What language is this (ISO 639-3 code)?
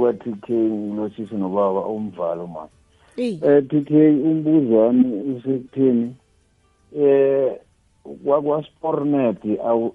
nbl